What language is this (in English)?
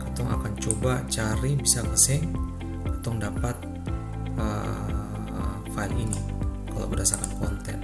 Ambonese Malay